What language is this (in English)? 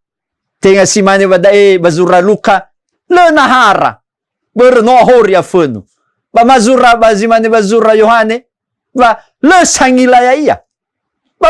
Nias